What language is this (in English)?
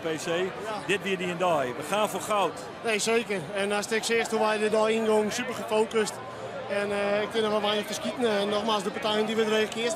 Western Frisian